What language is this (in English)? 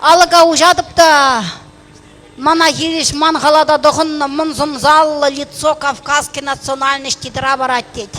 Chuvash